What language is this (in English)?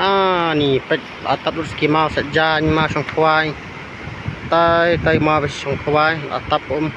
Khasi